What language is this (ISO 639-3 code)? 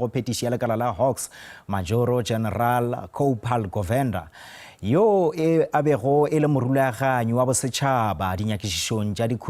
nso